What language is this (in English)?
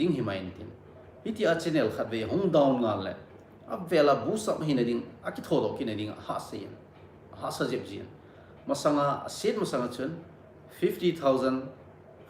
Thado Chin